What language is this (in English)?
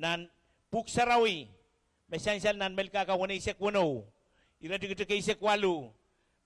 Pohnpeian